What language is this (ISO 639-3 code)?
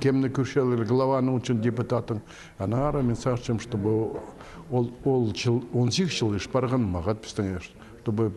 kjh